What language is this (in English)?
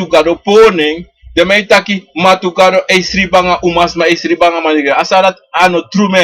Sranan Tongo